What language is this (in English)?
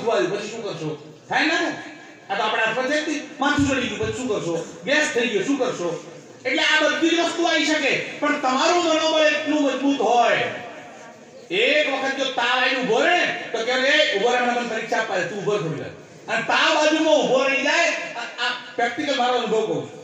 Gujarati